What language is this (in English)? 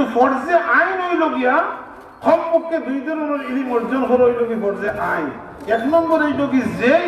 Sylheti